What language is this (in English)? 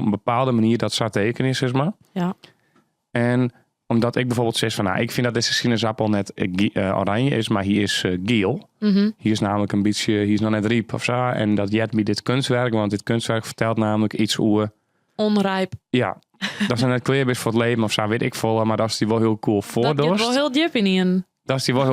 Western Frisian